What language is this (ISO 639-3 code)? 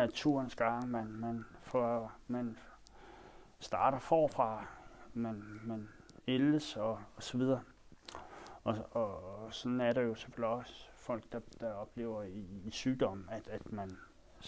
dan